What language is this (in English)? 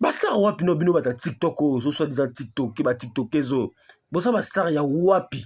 Lingala